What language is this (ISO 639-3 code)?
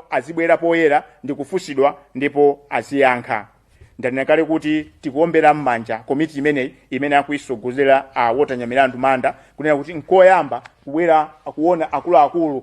nya